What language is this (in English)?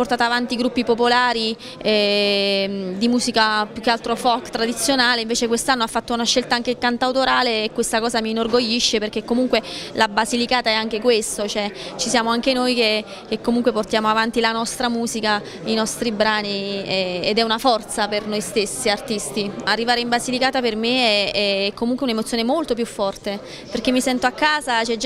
Italian